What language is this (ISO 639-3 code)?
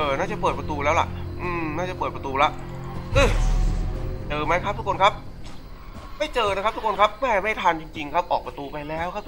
tha